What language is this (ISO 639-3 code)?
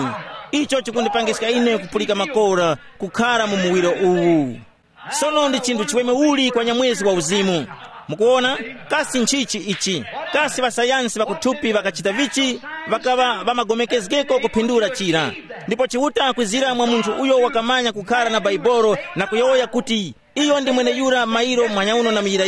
tum